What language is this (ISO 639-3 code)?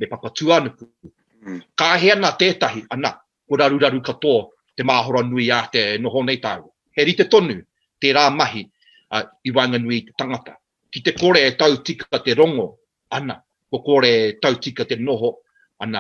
mri